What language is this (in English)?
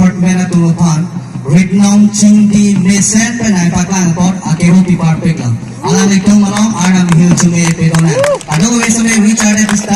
Karbi